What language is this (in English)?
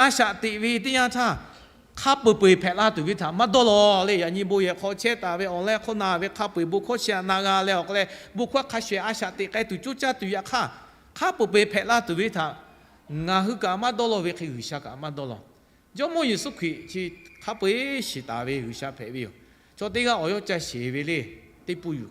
Lahu